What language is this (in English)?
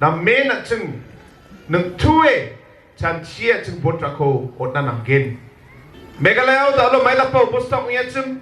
Garo